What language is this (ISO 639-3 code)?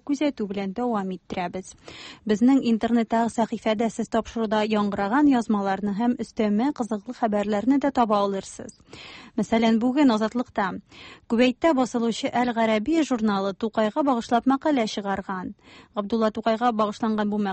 tat